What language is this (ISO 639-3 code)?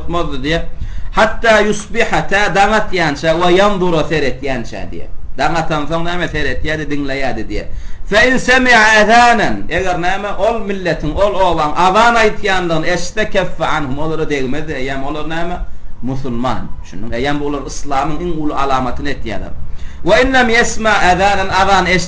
tuk